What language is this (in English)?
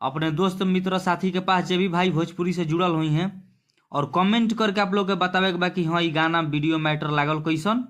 Bhojpuri